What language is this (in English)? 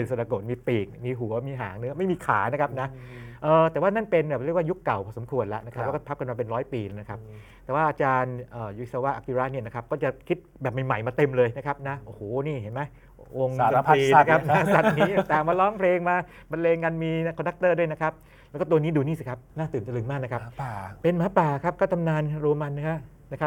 Thai